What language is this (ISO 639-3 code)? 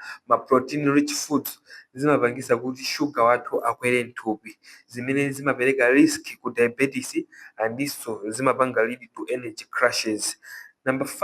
nya